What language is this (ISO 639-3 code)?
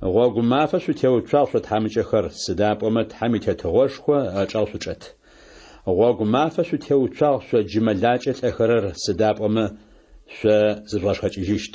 ady